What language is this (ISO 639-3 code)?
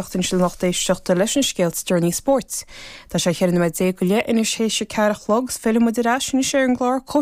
gle